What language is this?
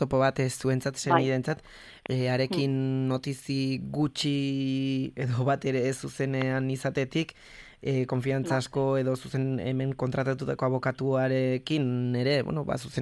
Basque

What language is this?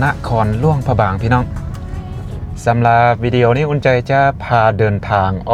Lao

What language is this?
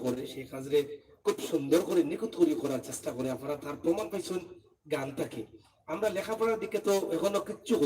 Sylheti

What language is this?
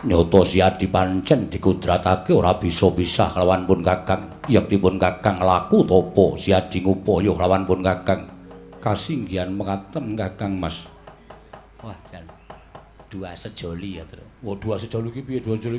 Javanese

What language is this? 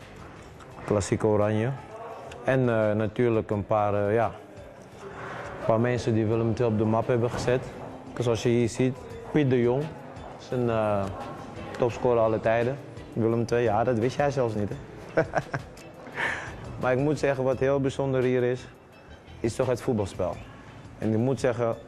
Dutch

